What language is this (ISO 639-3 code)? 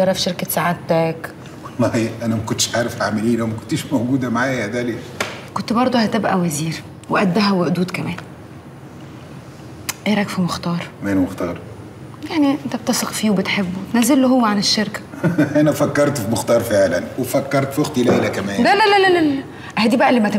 arz